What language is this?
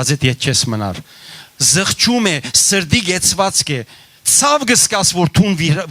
Western Armenian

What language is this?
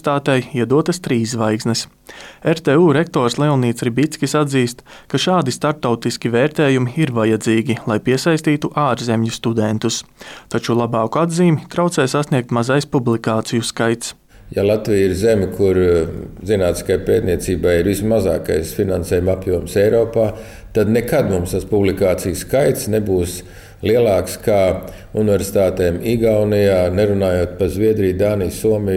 Latvian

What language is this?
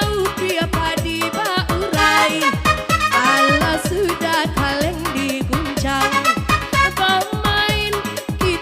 Minangkabau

